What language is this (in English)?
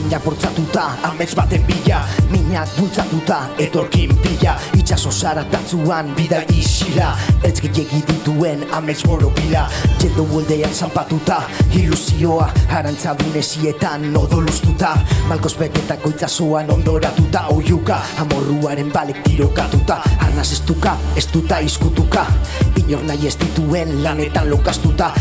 Basque